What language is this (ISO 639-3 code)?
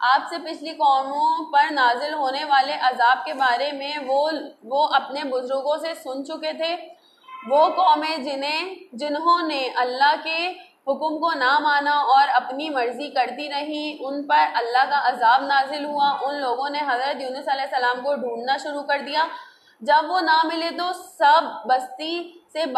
urd